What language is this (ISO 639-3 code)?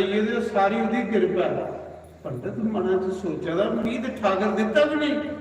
doi